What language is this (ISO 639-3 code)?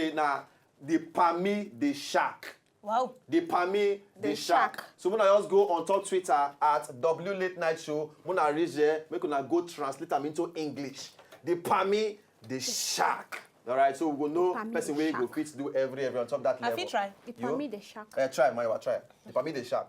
pcm